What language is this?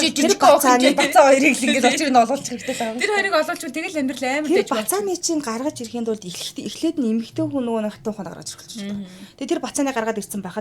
Mongolian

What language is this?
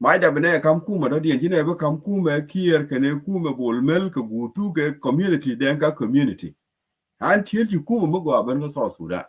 Nuer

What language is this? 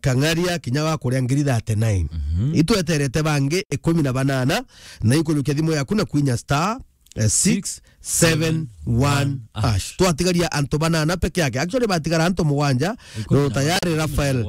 Meru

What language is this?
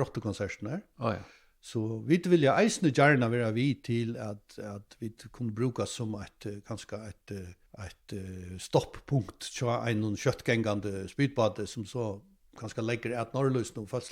Faroese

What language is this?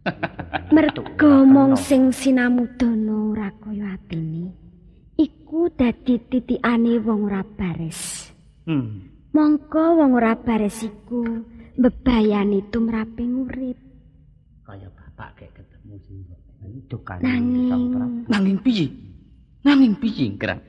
Javanese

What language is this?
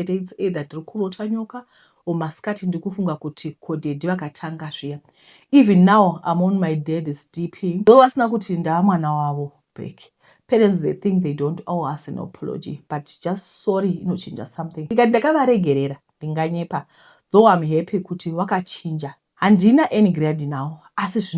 Shona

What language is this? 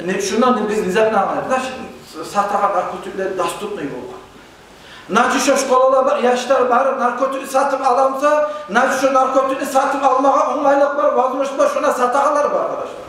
Kumyk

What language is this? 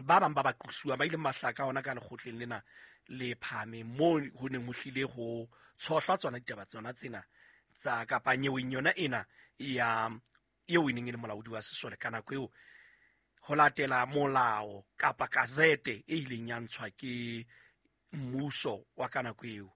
Southern Sotho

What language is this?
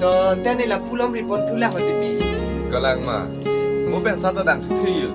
Karbi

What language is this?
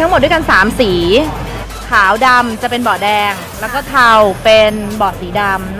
Thai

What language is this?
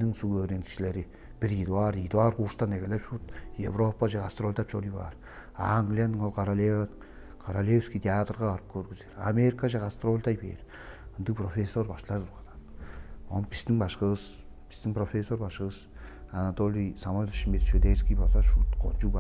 Tuvinian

